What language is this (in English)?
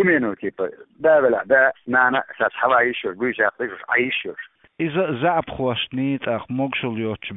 Chechen